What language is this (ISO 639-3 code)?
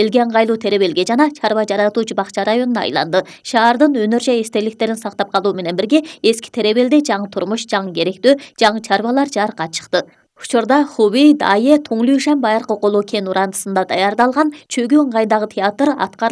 kir